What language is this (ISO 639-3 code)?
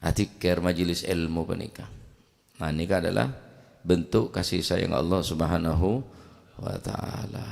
mad